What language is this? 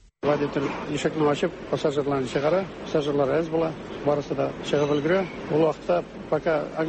Tatar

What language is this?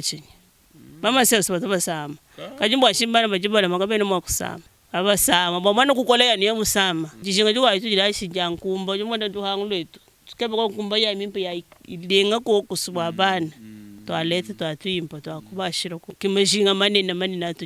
Luba-Lulua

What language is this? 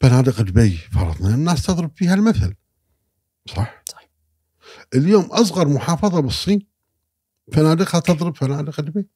Gulf Arabic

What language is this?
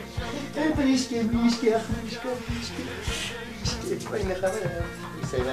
Kurdish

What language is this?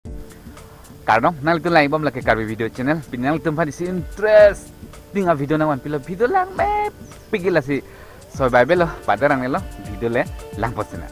Karbi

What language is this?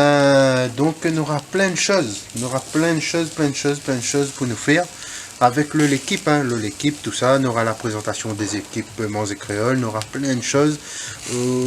Réunion Creole French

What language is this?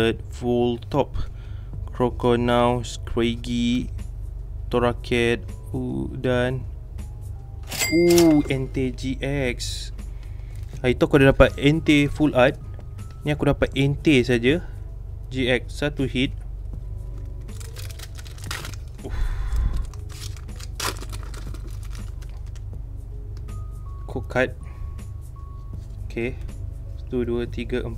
Malay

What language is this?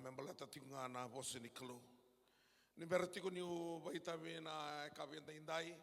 Fijian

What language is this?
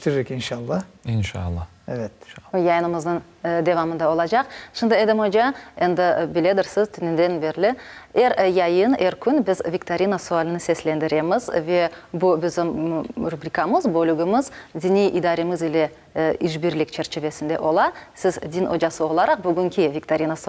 Crimean Tatar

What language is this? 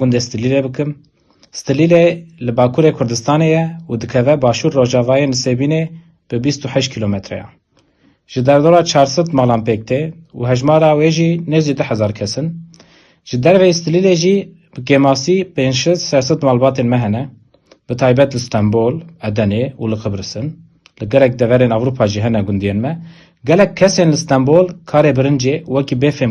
Kurdish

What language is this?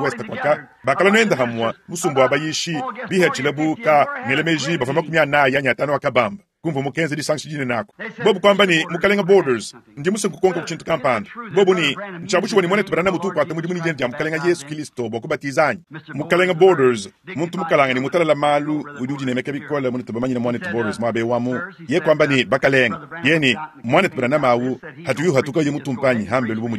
Luba-Lulua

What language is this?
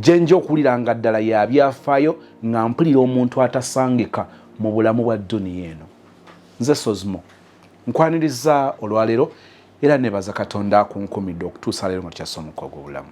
Ganda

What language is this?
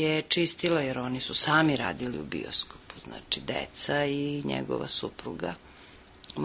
Serbian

